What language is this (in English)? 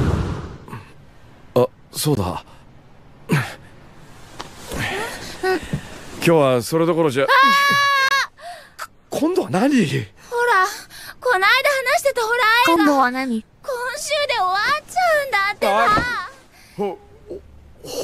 Japanese